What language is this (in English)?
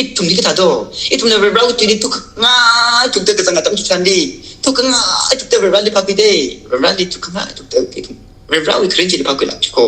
Tangkhul Naga (India)